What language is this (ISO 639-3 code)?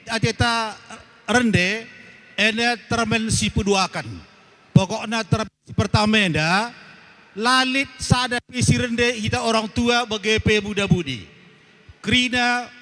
btx